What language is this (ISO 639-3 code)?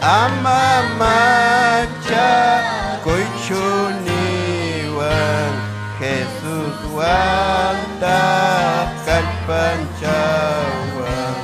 quy